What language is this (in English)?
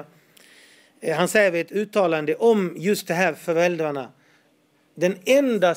Swedish